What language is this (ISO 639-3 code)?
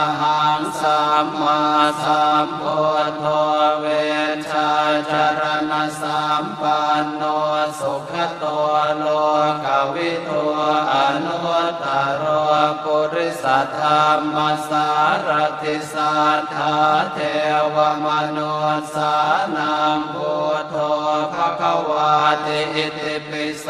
pli